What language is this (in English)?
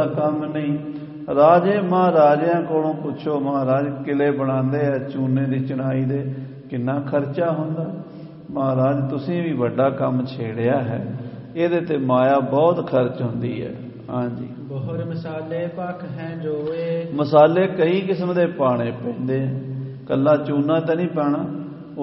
Punjabi